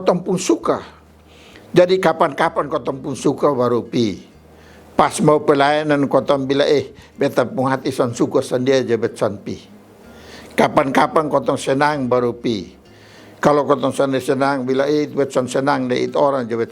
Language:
Kupang Malay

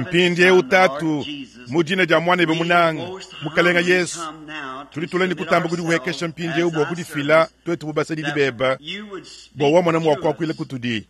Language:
Luba-Lulua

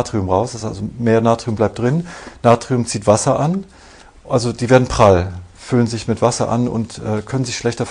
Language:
German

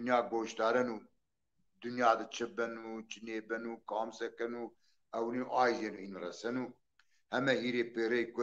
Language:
Zaza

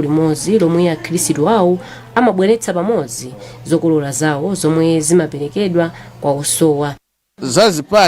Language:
Nyanja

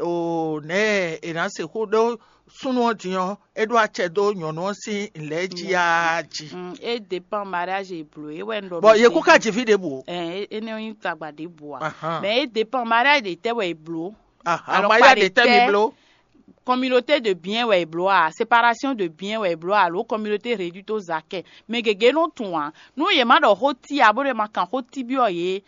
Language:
Fon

